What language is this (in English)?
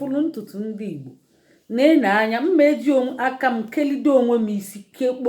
Igbo